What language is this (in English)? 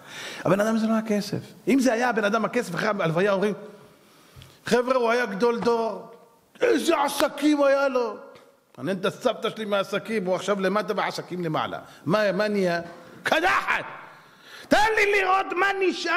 Hebrew